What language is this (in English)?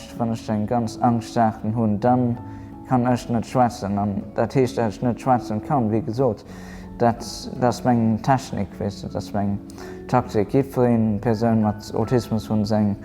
Luxembourgish